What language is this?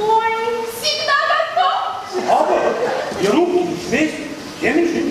Chuvash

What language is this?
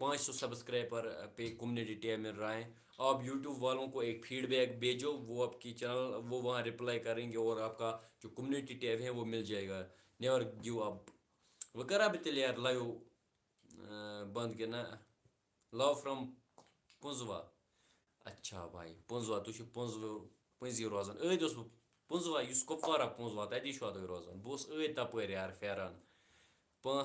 Kashmiri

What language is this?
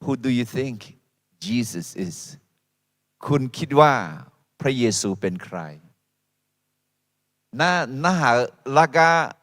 Akha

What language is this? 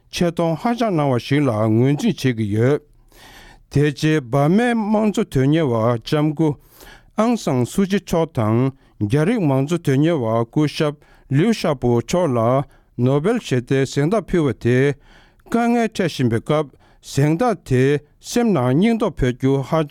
Tibetan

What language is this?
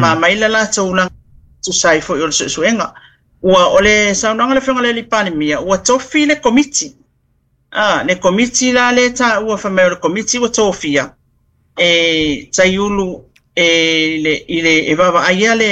Samoan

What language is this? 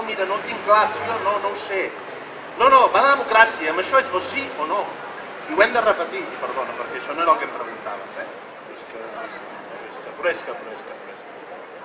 Catalan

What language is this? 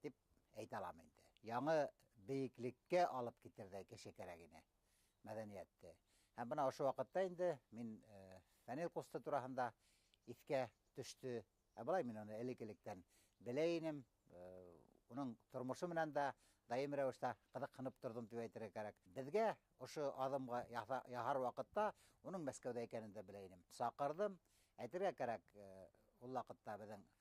Bashkir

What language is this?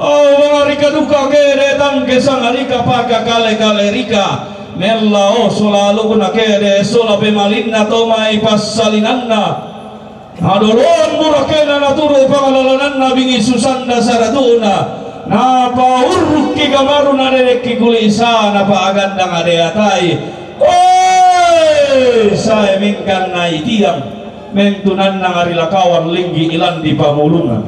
Toraja-Sa'dan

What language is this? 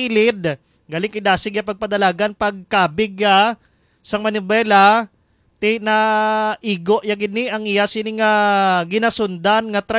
Hiligaynon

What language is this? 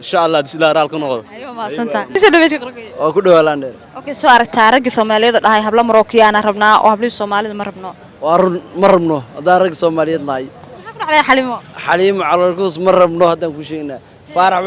Somali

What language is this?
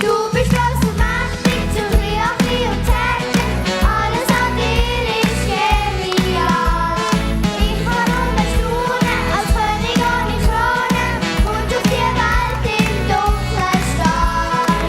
Swiss German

